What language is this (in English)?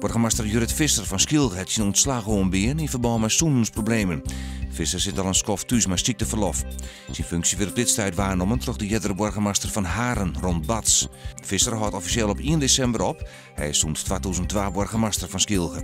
Western Frisian